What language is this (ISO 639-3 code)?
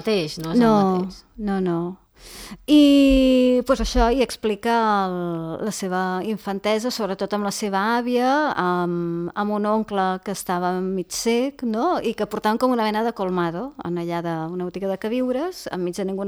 cat